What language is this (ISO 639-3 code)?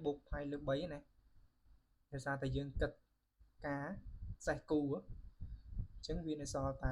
khm